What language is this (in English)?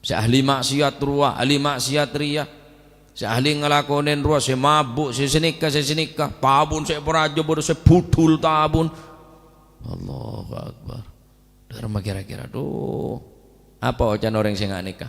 Madurese